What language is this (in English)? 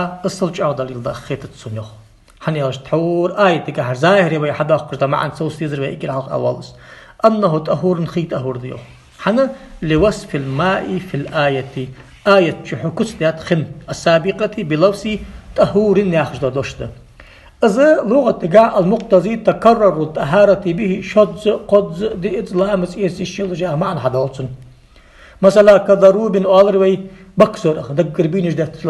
Ingush